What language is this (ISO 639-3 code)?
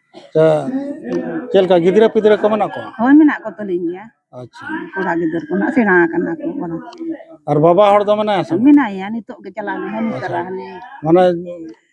sat